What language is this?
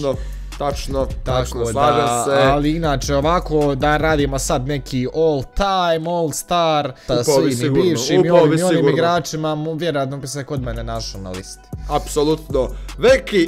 Croatian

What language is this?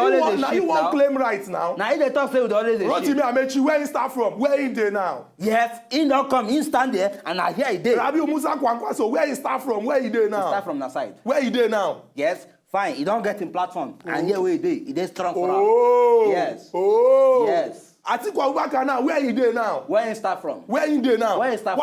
Nigerian Pidgin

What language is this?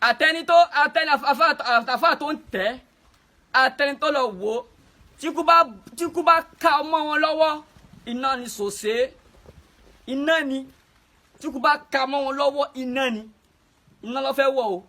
Yoruba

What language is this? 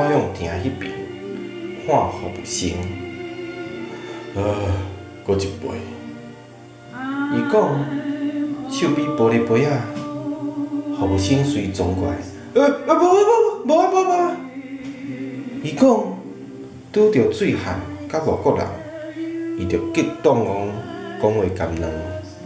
Min Nan Chinese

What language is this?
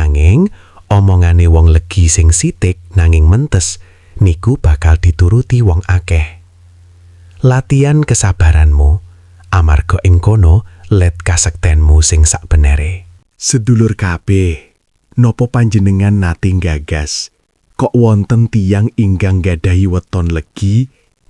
Javanese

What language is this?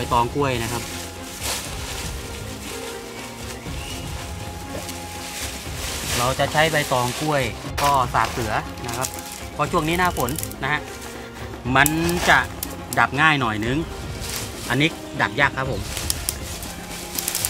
Thai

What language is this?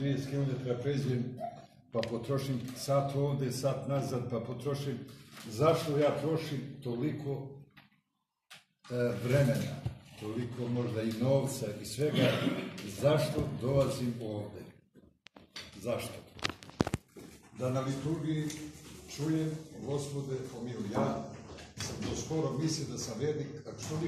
Serbian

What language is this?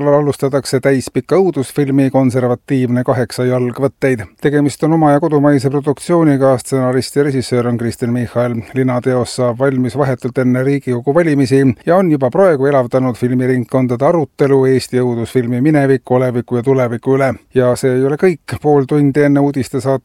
Estonian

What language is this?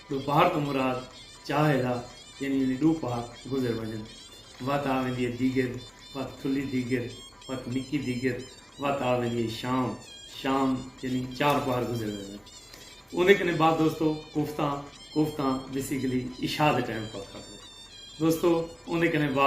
Saraiki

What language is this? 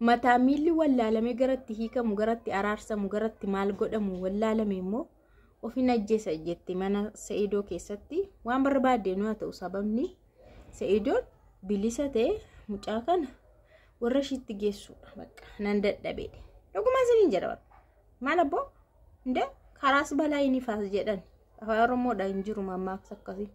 Oromo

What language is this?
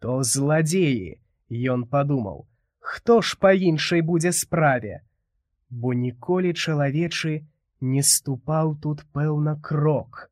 Belarusian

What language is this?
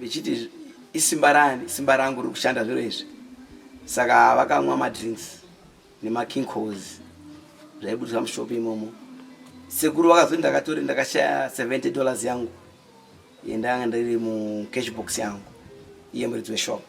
Shona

